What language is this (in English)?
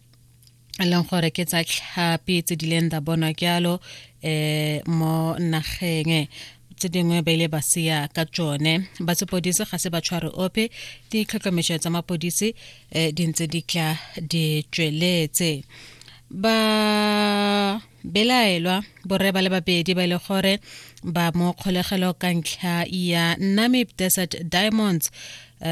Tswana